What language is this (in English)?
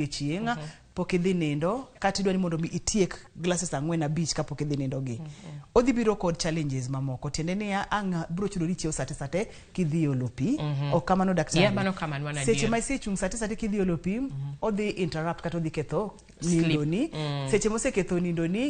Luo (Kenya and Tanzania)